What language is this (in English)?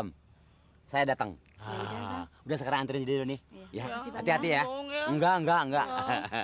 Betawi